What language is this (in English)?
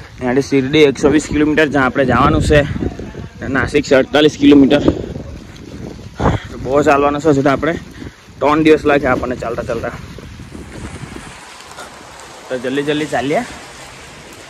Gujarati